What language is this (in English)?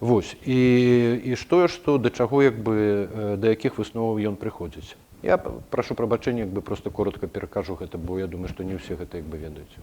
Belarusian